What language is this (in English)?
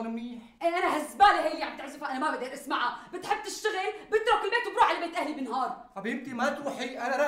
North Levantine Arabic